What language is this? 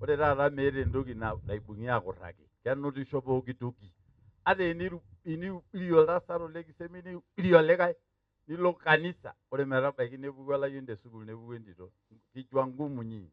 Masai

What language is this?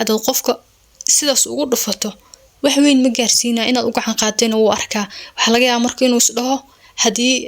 Somali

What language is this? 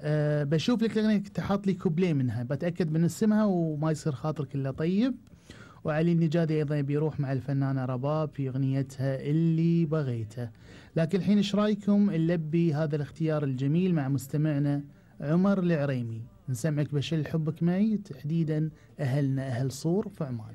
Gulf Arabic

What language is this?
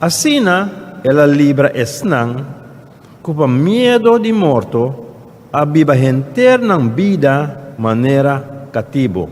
Papiamento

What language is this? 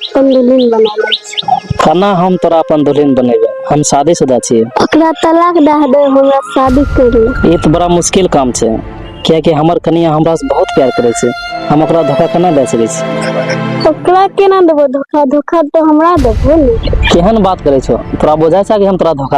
Maithili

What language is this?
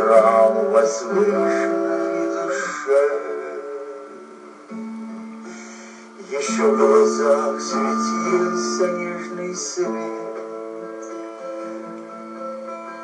Russian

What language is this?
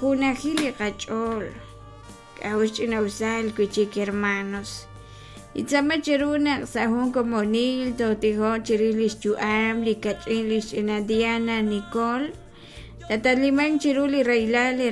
Kekchí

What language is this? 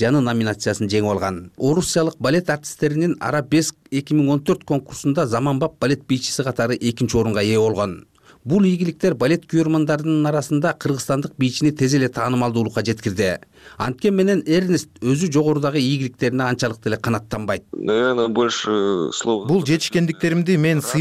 Kyrgyz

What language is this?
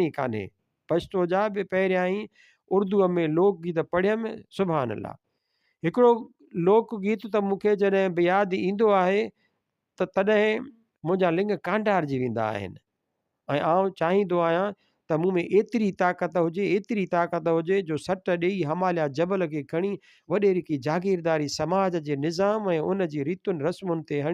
Sindhi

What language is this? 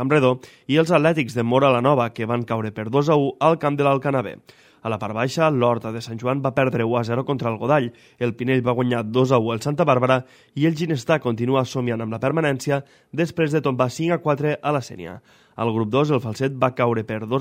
Catalan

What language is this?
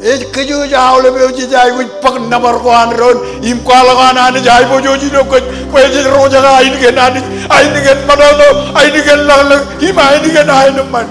Marshallese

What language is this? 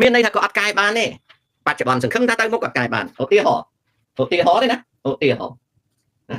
Khmer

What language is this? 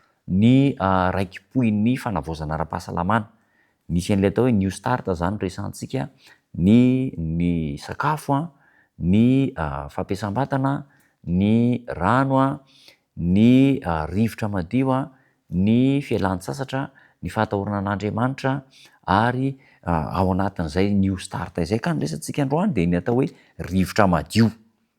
Malagasy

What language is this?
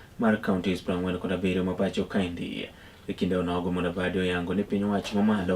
Luo (Kenya and Tanzania)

